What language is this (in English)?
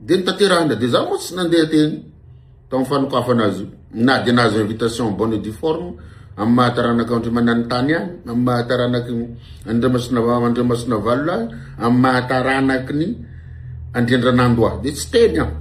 Malagasy